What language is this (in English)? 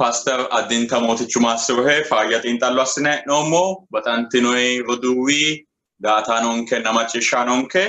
Sidamo